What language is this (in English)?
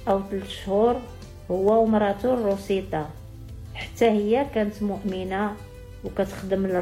Moroccan Arabic